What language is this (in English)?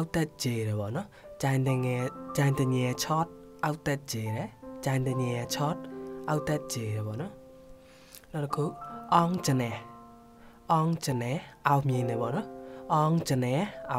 Burmese